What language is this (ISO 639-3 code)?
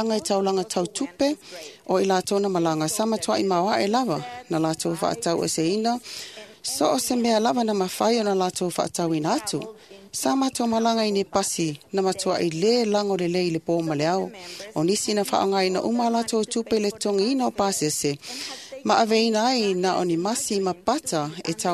smo